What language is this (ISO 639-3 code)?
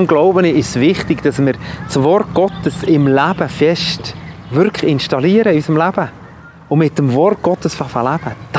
gsw